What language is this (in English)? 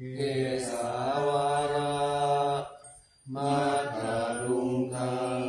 Pali